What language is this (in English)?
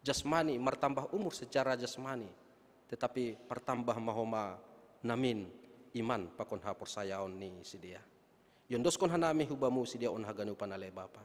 Batak Simalungun